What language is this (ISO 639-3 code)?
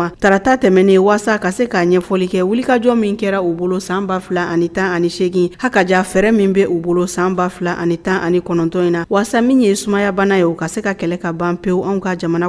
bam